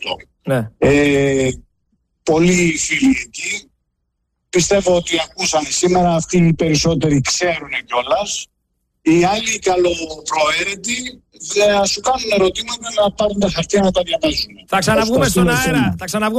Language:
Greek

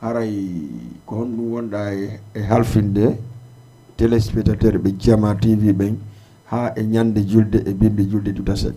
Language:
Fula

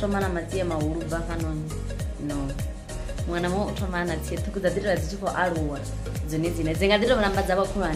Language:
Venda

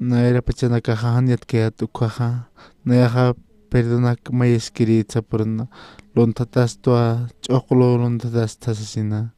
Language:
Aymara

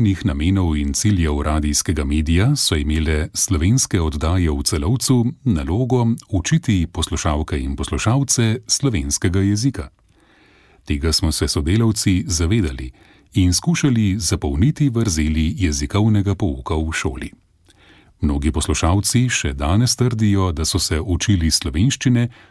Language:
Slovenian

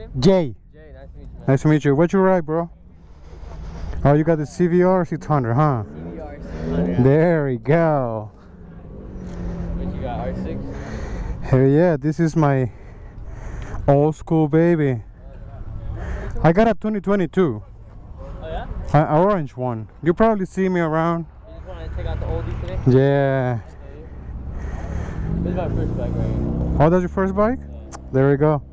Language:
English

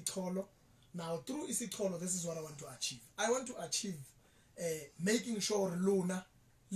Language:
Southern Sotho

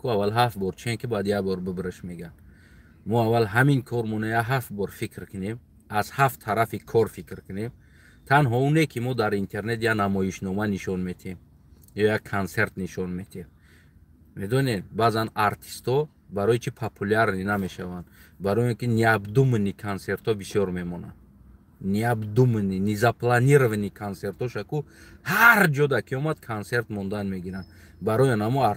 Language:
Tajik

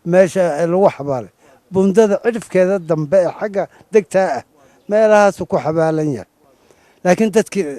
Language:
Somali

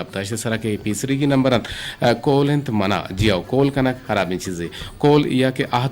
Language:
Eastern Balochi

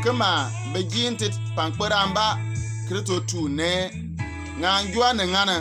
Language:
Bimoba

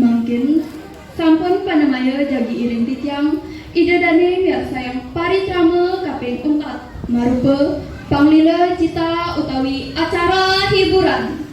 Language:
Balinese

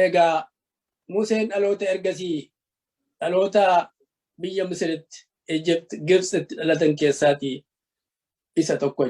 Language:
Oromo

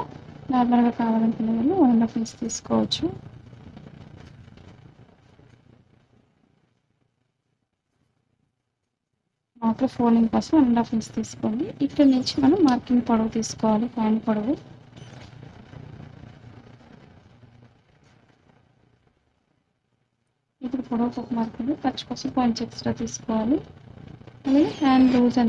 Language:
Telugu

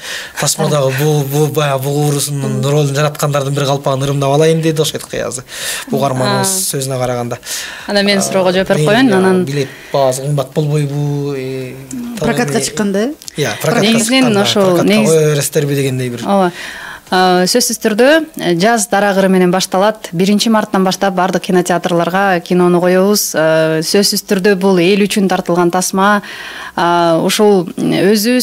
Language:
Kyrgyz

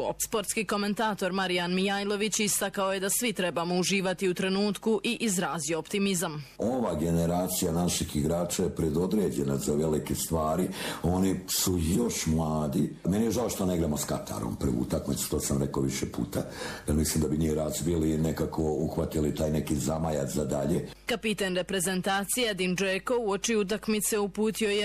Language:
Bosnian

